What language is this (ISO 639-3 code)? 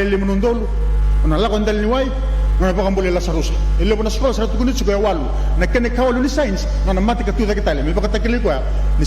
fij